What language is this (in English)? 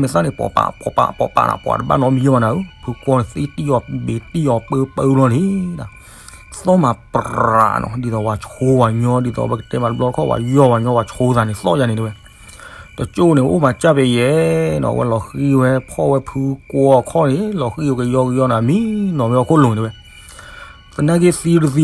S'gaw Karen